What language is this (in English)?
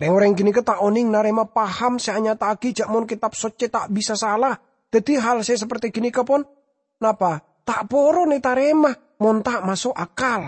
Madurese